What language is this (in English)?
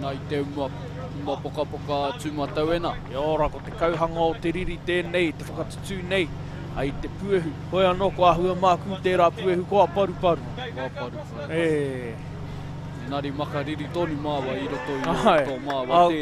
Māori